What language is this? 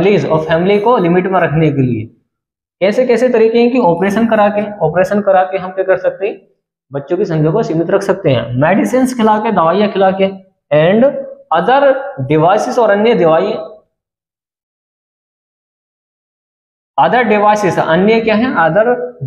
Hindi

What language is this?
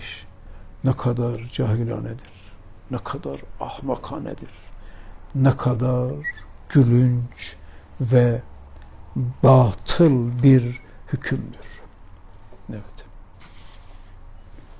Turkish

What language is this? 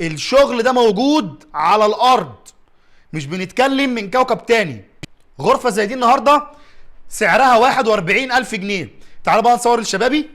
Egyptian Arabic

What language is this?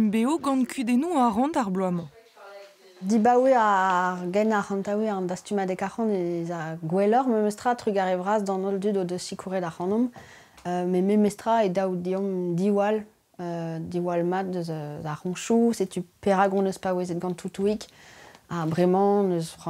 Breton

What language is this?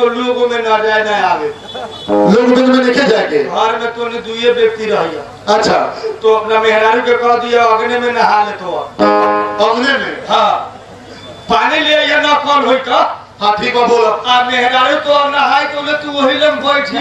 Bhojpuri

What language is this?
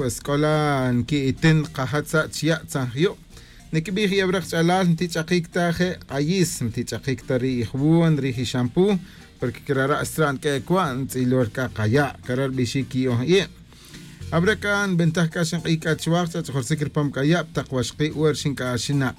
Tz'utujil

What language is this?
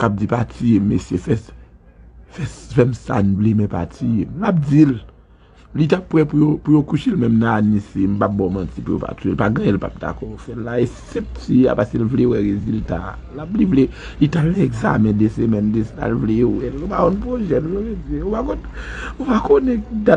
Haitian Creole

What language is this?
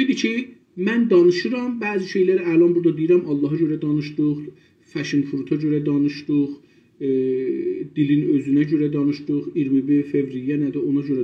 South Azerbaijani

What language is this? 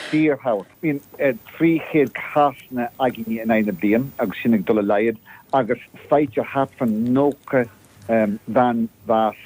Irish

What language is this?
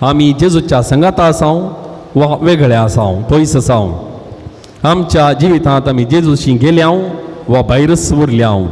Konkani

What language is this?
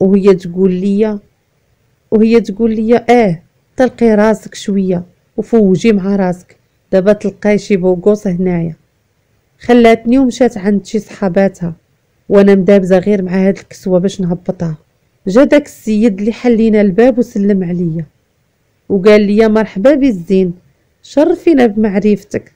Moroccan Arabic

